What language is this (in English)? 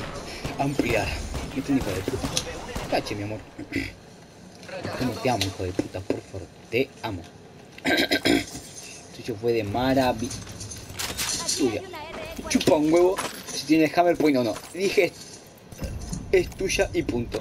Spanish